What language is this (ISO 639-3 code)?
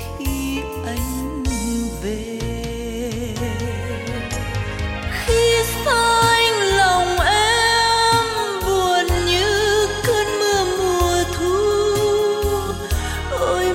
vie